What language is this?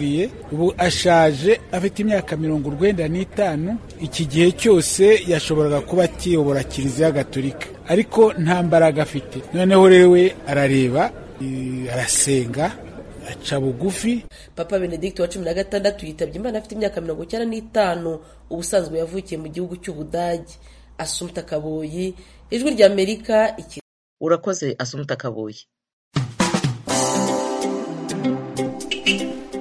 Kinyarwanda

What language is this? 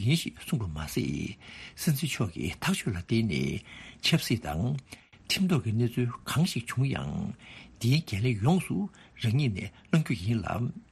Tibetan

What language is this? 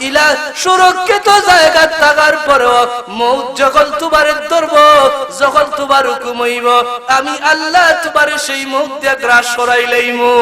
Sylheti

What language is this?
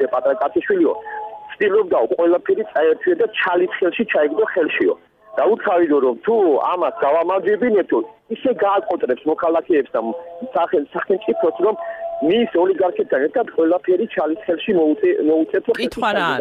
Georgian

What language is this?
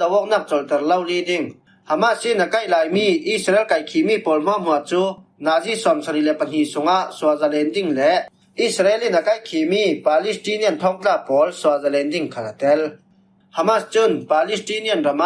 Falam Chin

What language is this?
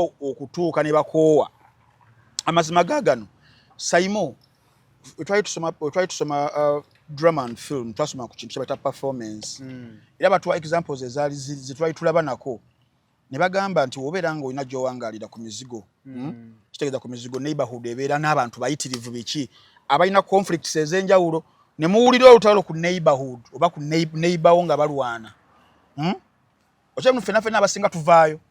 Ganda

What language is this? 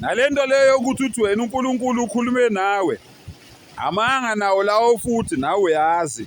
Zulu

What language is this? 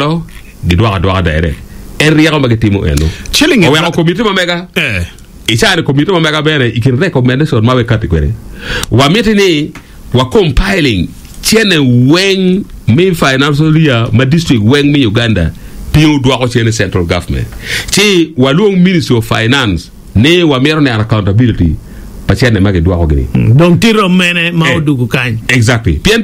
Acoli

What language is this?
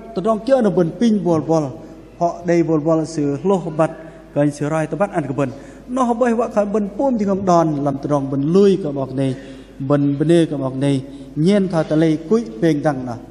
Bahnar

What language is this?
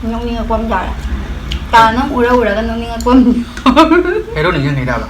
Manipuri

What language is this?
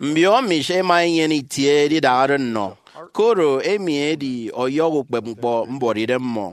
Efik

